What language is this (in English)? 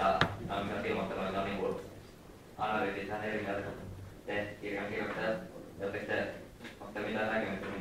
Finnish